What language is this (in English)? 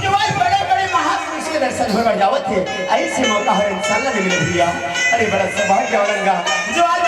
Chhattisgarhi